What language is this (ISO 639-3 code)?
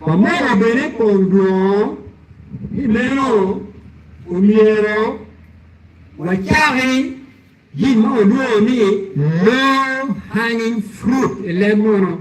ach